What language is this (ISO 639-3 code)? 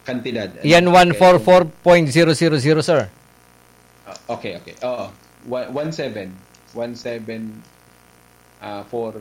bik